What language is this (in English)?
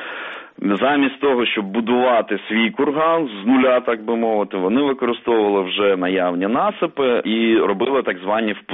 Ukrainian